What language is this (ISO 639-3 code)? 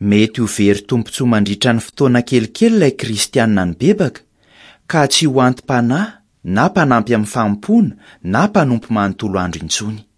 mlg